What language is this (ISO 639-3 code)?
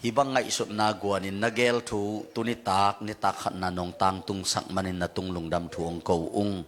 ctd